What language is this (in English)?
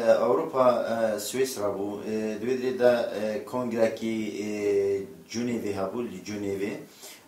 Kurdish